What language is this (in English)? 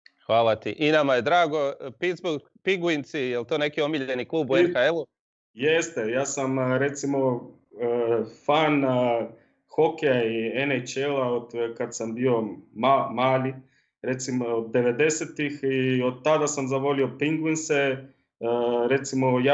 Croatian